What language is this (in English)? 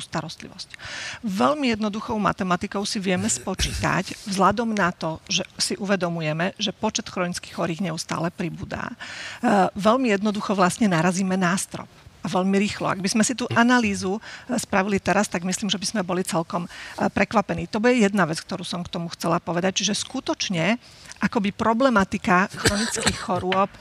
Slovak